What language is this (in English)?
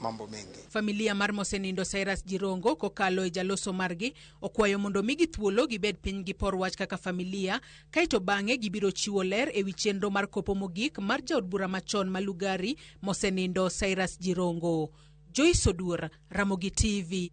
Luo (Kenya and Tanzania)